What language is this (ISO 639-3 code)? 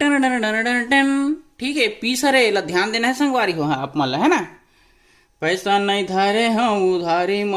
hne